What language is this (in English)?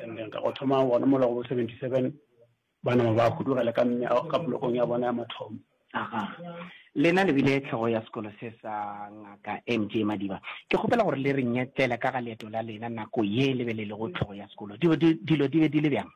Northern Sotho